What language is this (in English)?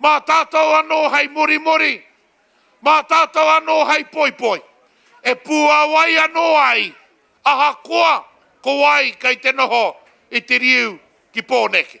Māori